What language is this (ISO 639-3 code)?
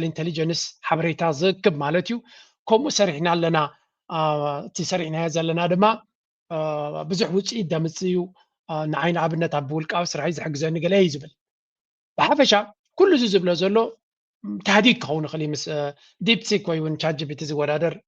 tir